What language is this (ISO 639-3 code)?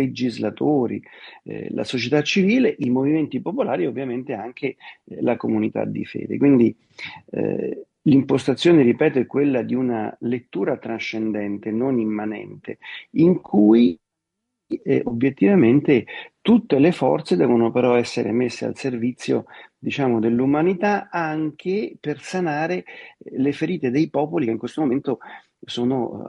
ita